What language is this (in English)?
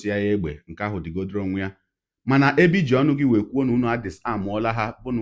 Igbo